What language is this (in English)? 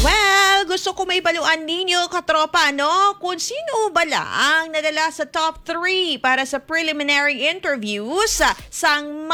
Hiligaynon